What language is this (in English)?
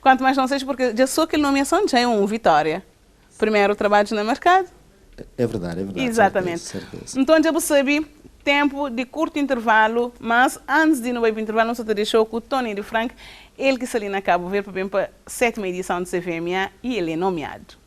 Kabuverdianu